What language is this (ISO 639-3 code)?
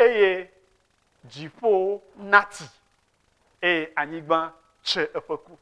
ewe